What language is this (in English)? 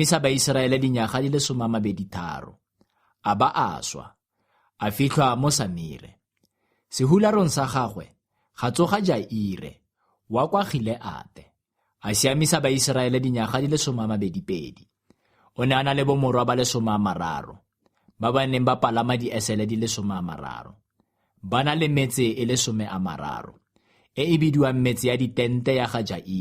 Tswana